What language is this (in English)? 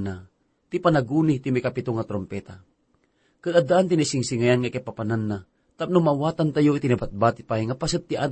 Iloko